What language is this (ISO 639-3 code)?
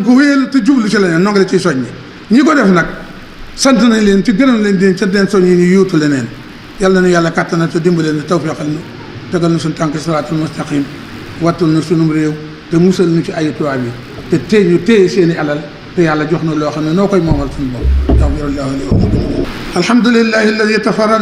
wol